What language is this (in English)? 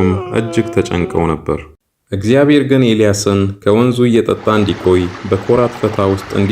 Amharic